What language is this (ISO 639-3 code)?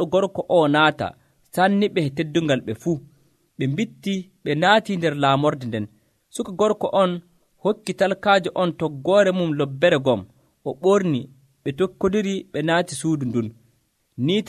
fuv